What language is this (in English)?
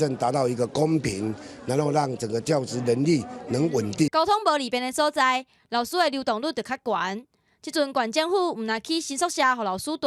Min Nan Chinese